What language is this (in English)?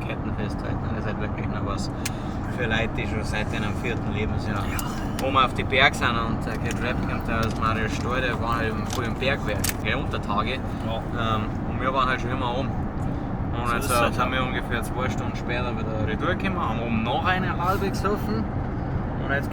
Bavarian